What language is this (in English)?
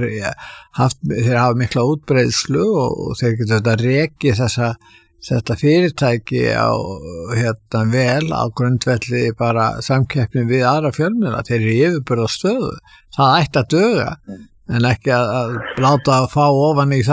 Icelandic